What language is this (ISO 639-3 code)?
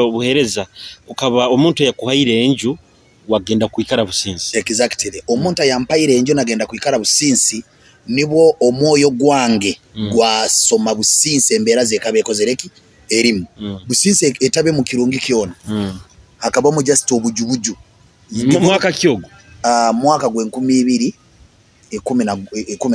nyo